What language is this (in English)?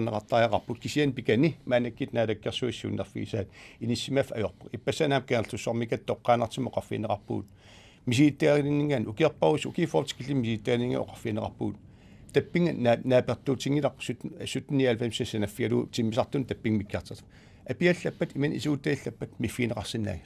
Kalaallisut